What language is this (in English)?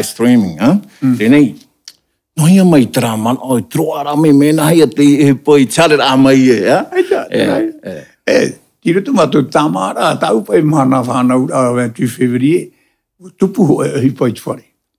Tahitian